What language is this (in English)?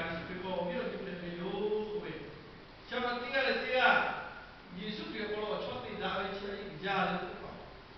Lahu